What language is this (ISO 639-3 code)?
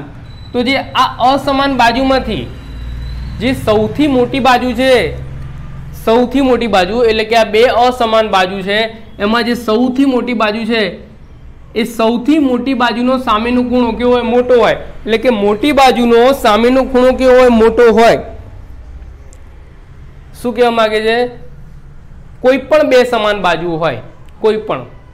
guj